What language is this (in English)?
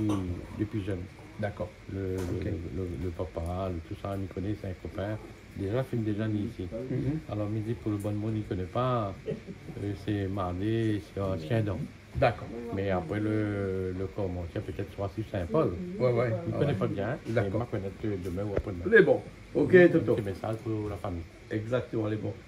Réunion Creole French